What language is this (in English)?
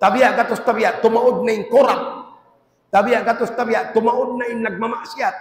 Tausug